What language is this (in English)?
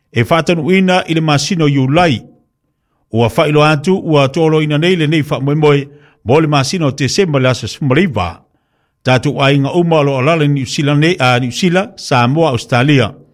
Samoan